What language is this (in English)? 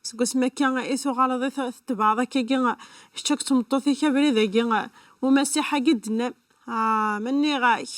Kabyle